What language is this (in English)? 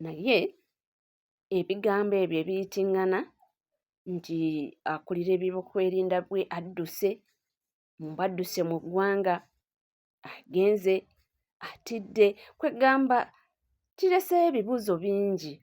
Ganda